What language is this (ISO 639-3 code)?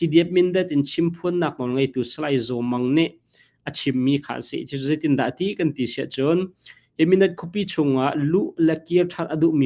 cnh